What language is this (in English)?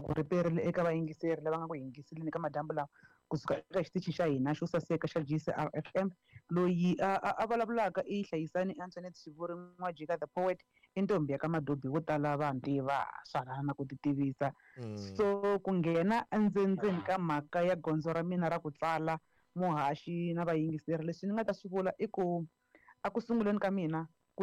Tsonga